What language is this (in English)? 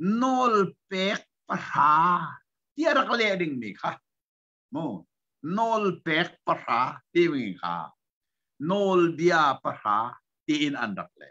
Hakha Chin